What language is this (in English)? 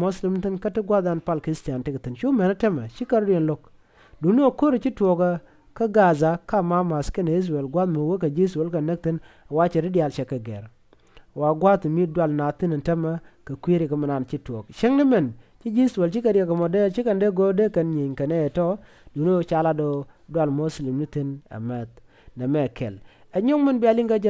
Nuer